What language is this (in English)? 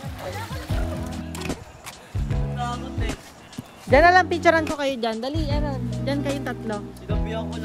Filipino